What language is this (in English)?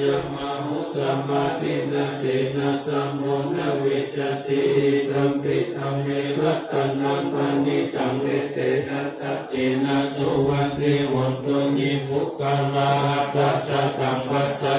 Pali